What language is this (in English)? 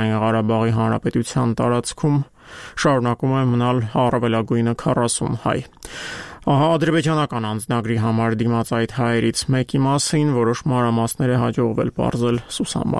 Armenian